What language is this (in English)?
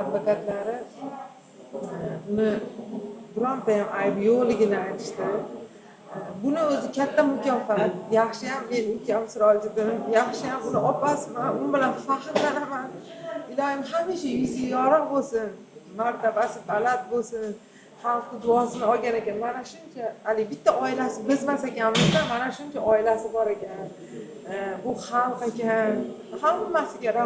Uzbek